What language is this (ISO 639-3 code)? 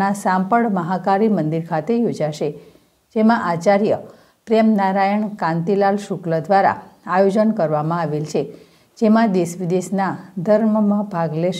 guj